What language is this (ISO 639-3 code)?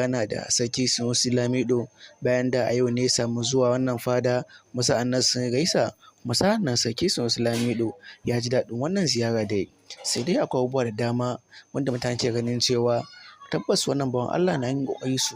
hau